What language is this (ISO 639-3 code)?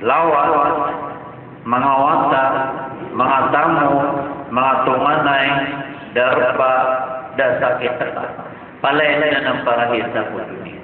mrw